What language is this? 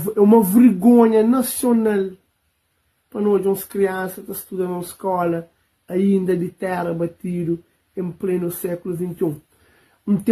Kabuverdianu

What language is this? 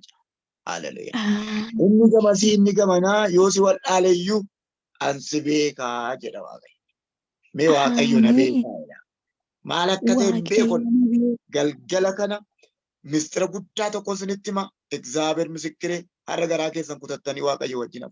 Oromo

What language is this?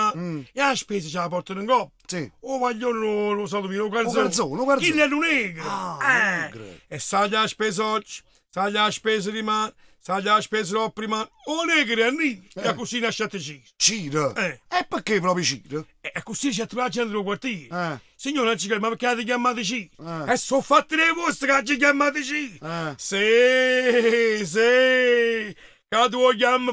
Neapolitan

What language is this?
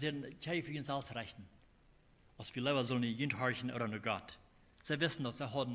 Plautdietsch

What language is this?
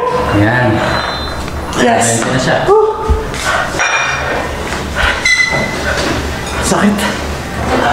Filipino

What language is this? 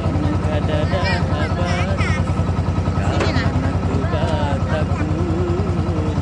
Banjar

